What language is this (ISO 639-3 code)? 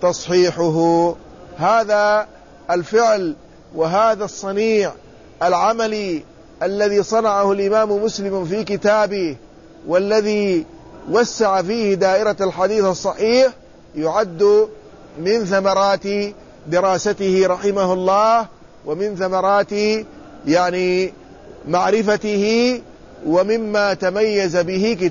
ara